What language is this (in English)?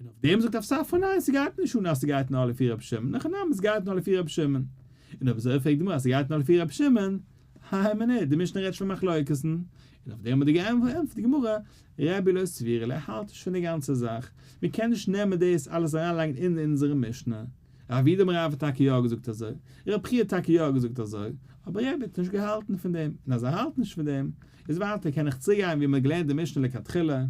Yiddish